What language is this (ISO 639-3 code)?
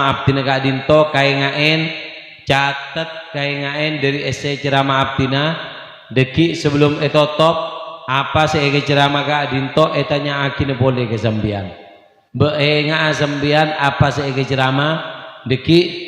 mad